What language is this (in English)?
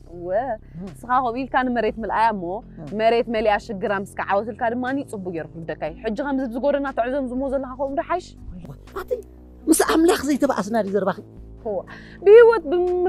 Tigrinya